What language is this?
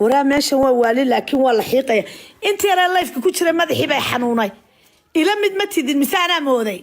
Somali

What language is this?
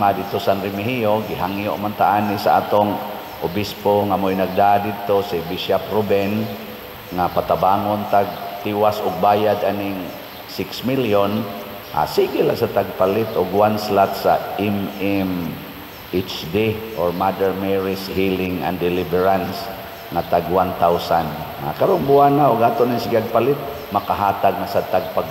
Cebuano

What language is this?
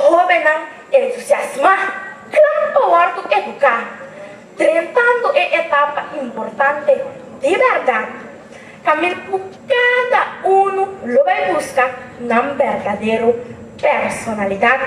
Papiamento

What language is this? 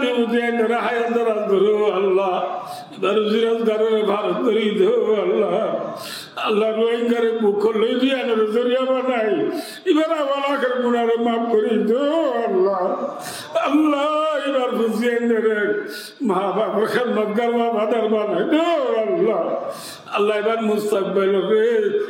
Rohingya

